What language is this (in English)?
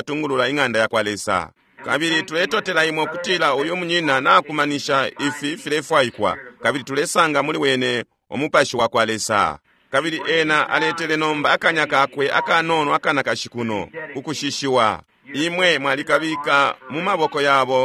Bemba